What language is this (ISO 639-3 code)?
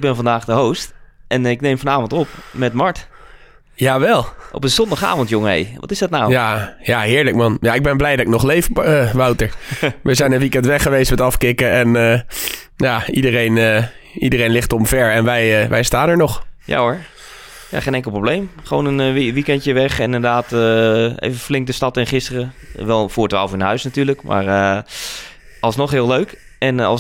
nld